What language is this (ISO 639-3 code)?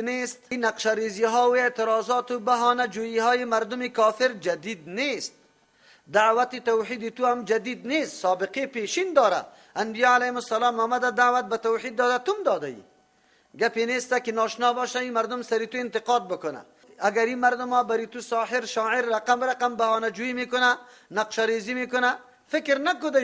fas